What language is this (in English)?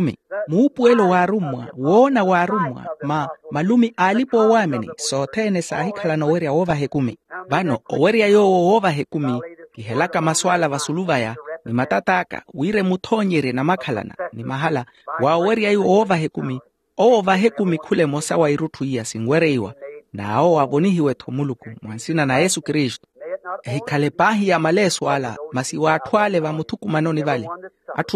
Makhuwa